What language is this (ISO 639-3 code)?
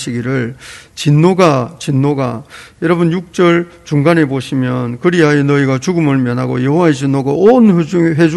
kor